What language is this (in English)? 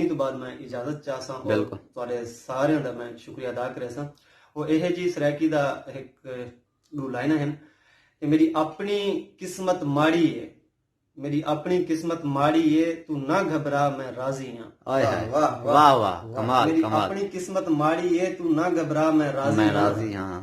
Saraiki